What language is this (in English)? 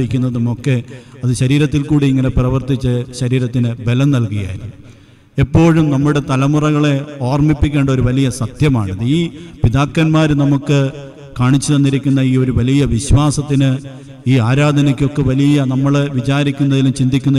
Malayalam